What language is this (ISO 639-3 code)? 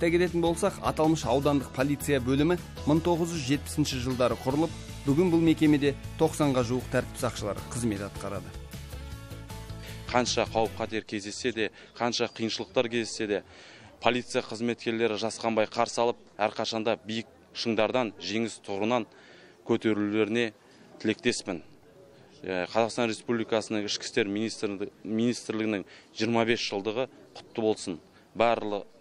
kaz